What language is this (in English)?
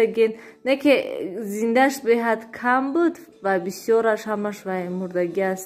Tajik